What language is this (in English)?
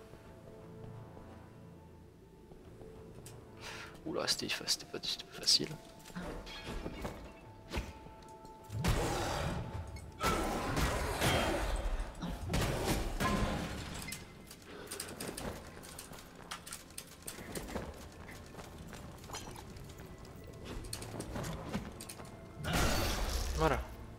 French